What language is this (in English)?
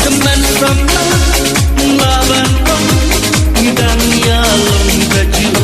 Khasi